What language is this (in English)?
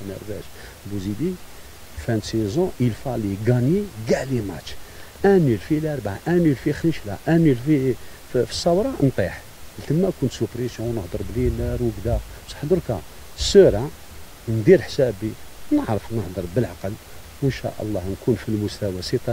Algerian Arabic